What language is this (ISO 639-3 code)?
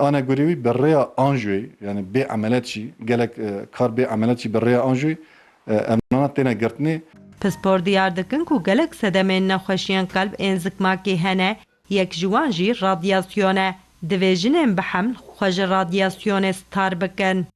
kur